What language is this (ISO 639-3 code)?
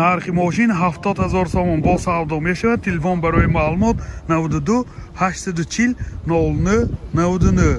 tgk